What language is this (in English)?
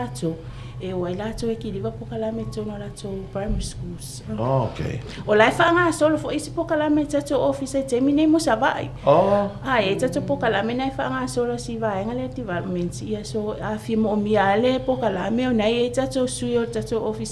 Samoan